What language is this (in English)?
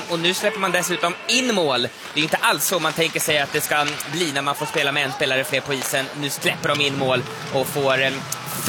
Swedish